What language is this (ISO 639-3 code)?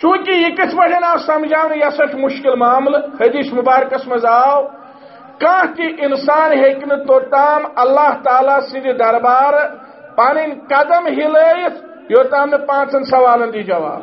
kas